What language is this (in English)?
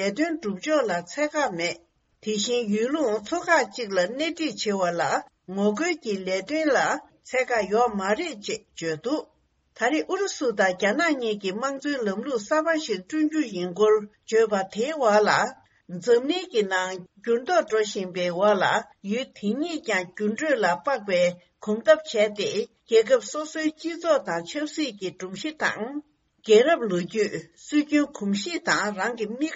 Tibetan